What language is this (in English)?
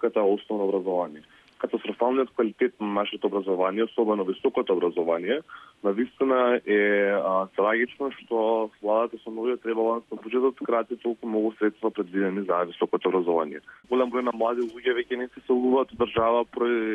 Macedonian